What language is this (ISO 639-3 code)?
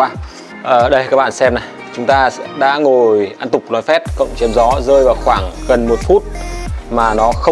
vie